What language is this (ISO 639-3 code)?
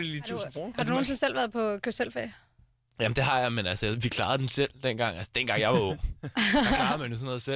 dan